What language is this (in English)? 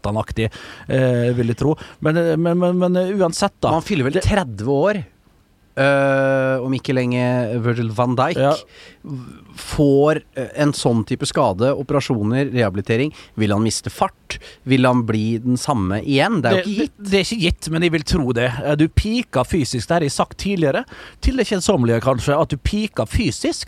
Norwegian